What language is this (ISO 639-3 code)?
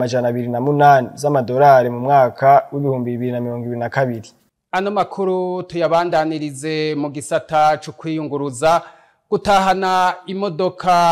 run